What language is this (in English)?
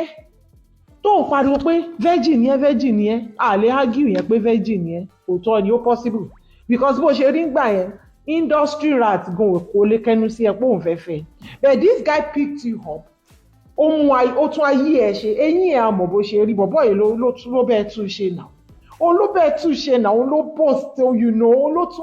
Yoruba